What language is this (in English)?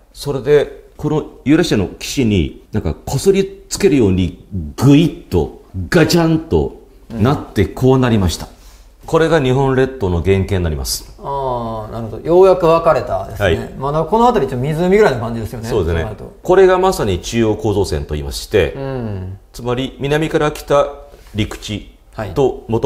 Japanese